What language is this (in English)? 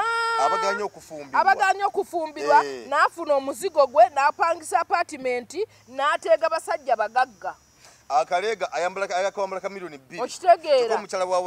Ganda